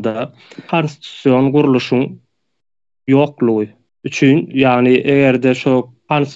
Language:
Turkmen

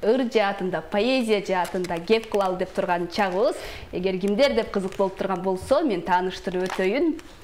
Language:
Kyrgyz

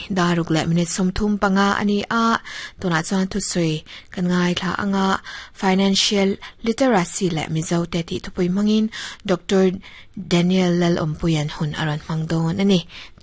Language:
Mizo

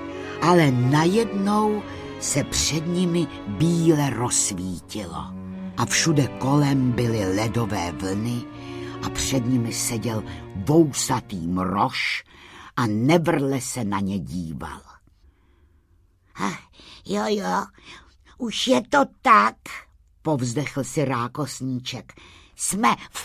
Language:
Czech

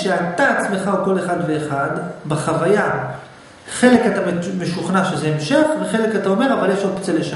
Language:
Hebrew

